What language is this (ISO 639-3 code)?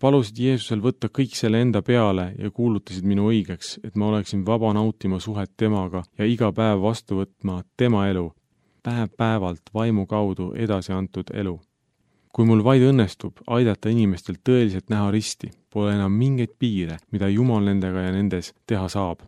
est